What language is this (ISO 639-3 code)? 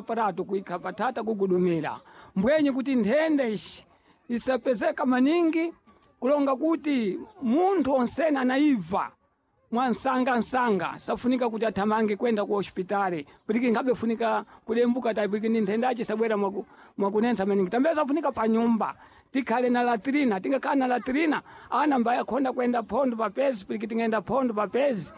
seh